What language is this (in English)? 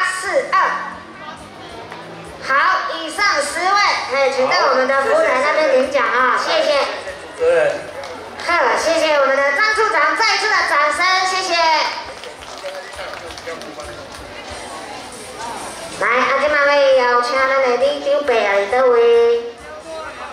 Min Nan Chinese